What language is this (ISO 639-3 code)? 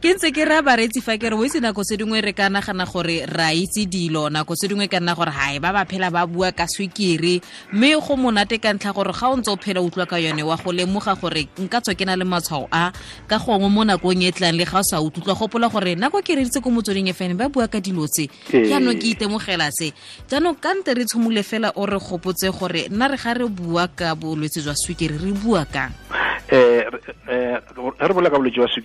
tsn